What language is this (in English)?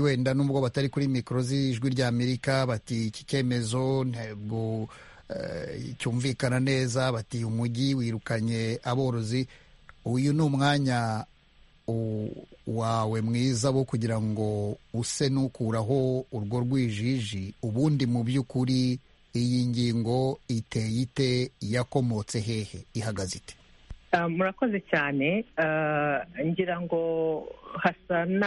Kinyarwanda